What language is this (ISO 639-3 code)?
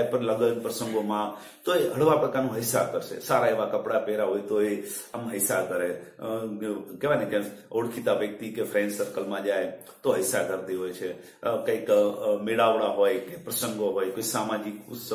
guj